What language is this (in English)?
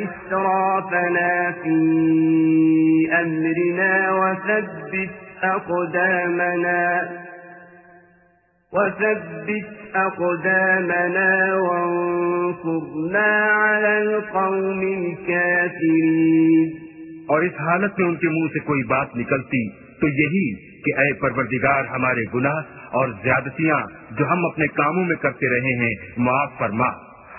Urdu